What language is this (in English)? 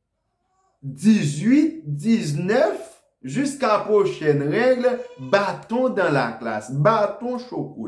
Haitian Creole